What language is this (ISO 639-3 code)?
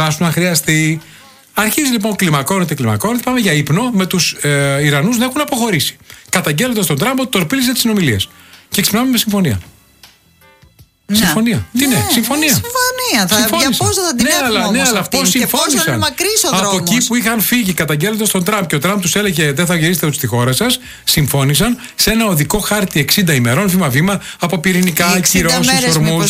ell